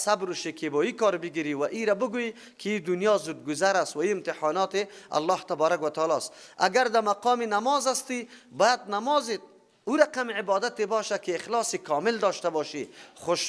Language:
Persian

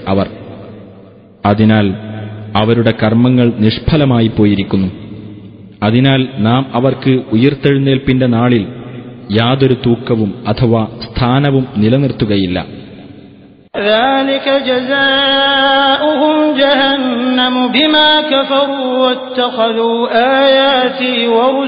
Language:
Malayalam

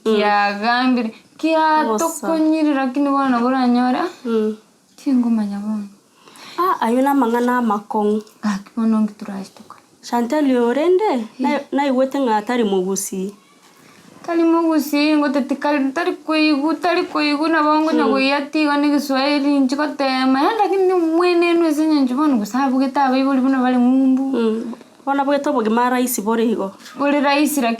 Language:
Gusii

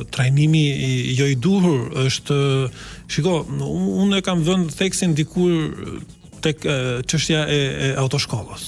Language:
Albanian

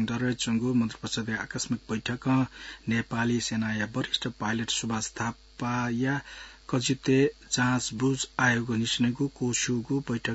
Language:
Newari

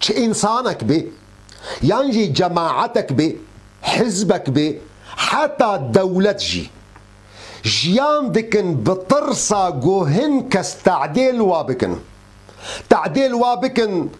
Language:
Kurdish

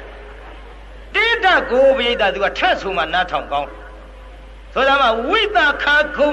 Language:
Burmese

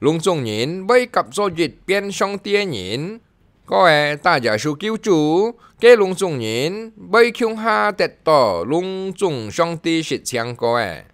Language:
Hakka Chinese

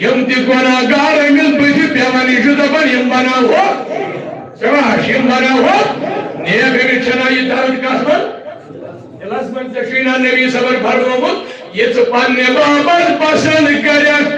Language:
Kashmiri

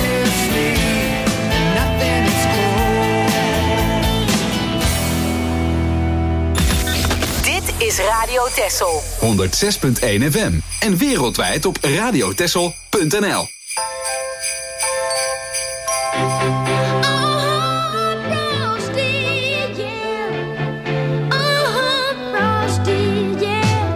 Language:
Dutch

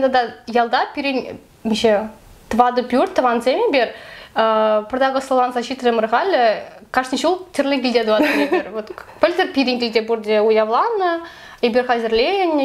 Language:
Chuvash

